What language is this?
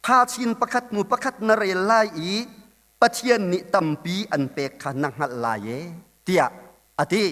Hakha Chin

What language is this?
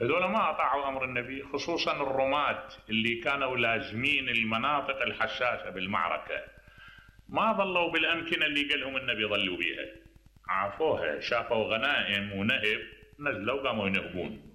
Mesopotamian Arabic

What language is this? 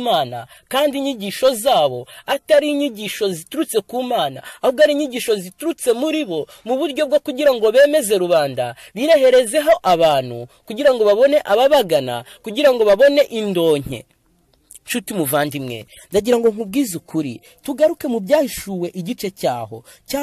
Kinyarwanda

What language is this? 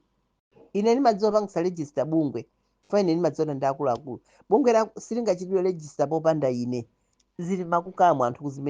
Nyanja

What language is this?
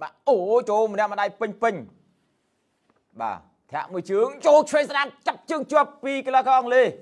Khmer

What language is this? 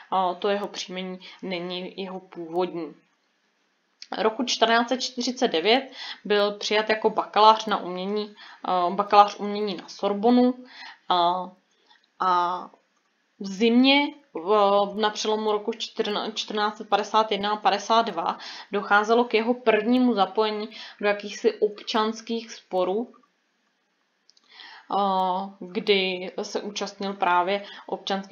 Czech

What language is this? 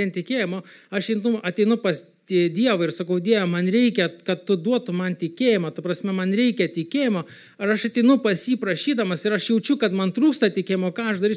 Lithuanian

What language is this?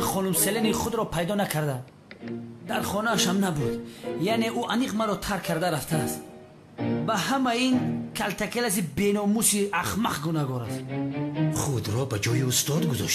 Tajik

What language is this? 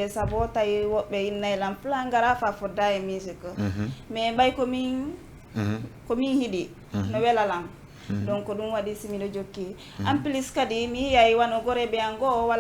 Fula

